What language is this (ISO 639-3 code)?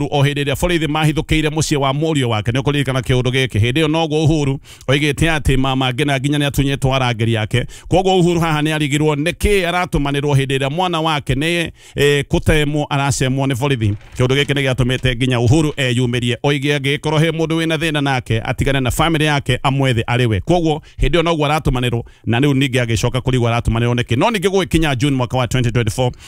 kik